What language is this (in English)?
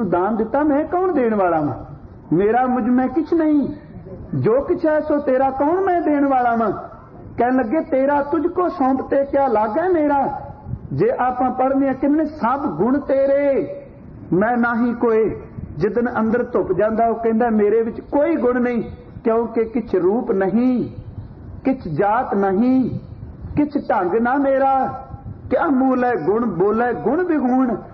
Punjabi